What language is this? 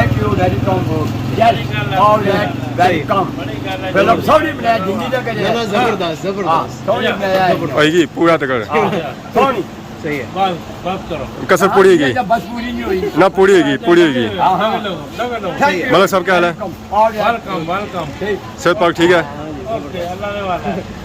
Pahari-Potwari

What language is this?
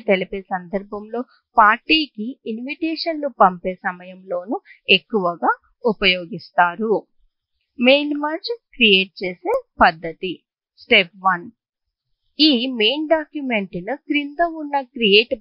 Telugu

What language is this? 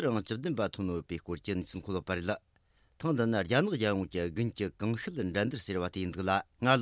Tibetan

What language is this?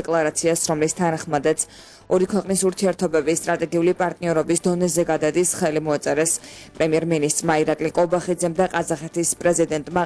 Georgian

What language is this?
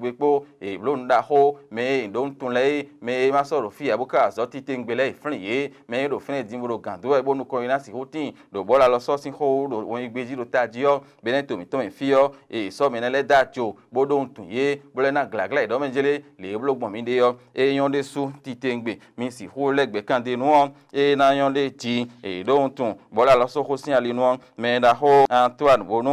Fon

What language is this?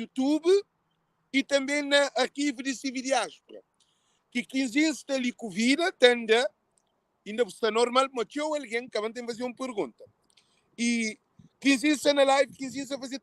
Kabuverdianu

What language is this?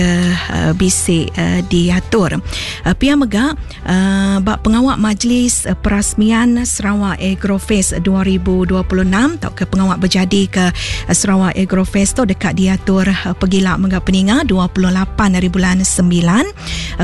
Iban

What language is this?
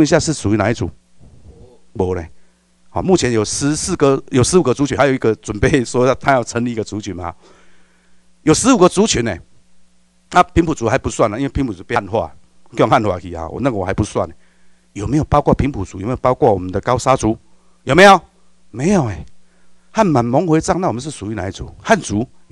Chinese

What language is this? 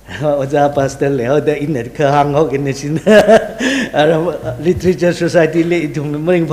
Tangkhul Naga (India)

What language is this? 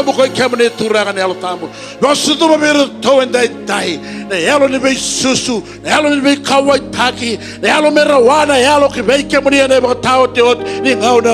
Fijian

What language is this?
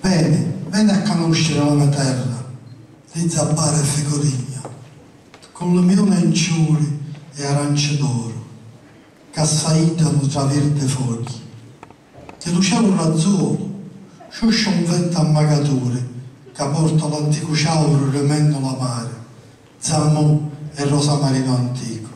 Sicilian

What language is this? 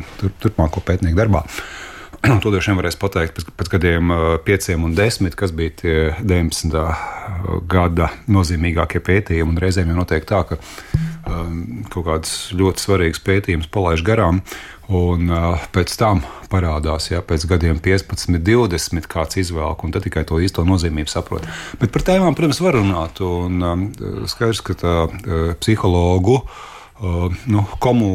Latvian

